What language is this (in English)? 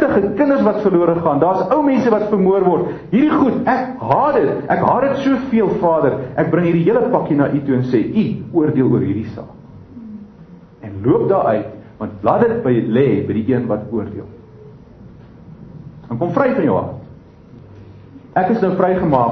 Afrikaans